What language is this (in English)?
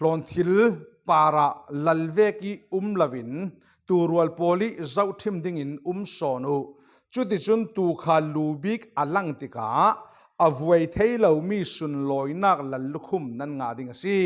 Falam Chin